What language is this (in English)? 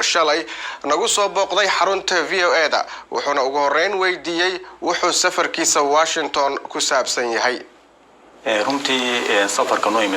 Somali